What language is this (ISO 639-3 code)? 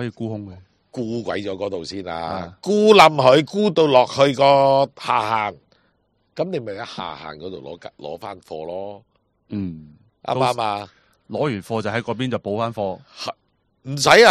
yue